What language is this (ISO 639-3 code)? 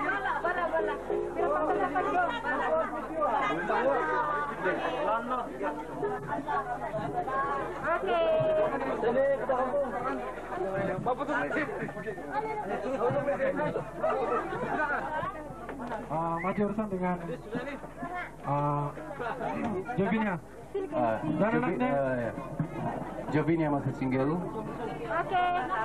ind